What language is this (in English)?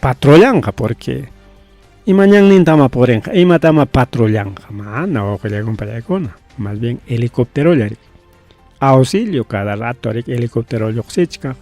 Ayacucho Quechua